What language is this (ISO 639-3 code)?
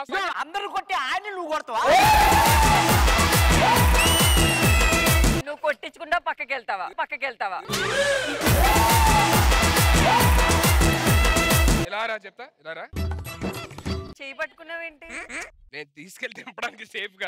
tel